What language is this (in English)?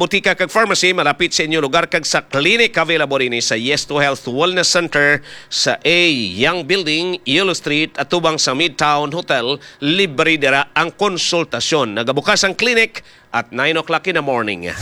Hiligaynon